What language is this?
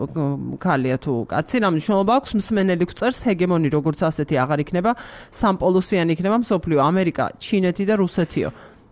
Georgian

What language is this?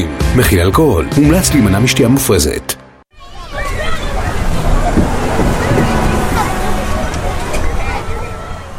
Hebrew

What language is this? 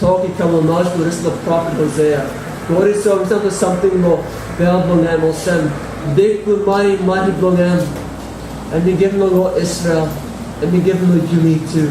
Tok Pisin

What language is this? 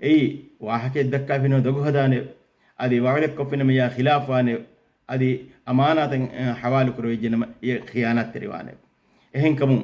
Divehi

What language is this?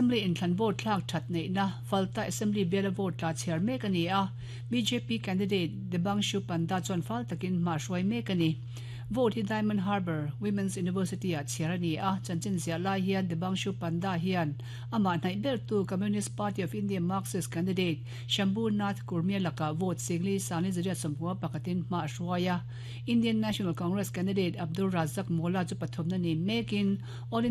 Mizo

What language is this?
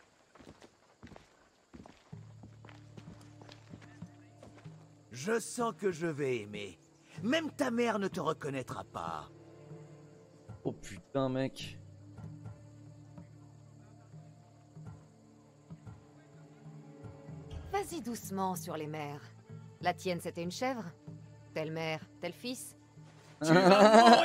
French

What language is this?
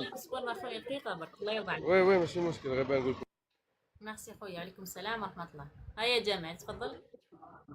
Algerian Arabic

